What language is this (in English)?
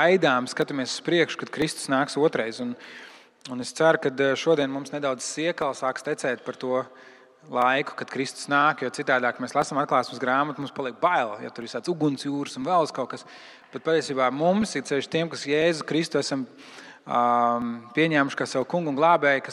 Latvian